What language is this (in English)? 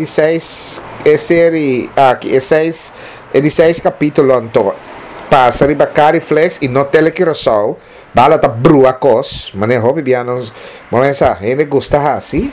Papiamento